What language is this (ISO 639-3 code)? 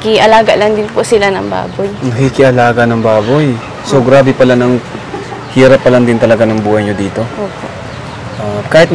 fil